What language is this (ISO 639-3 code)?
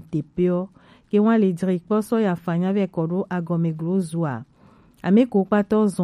gej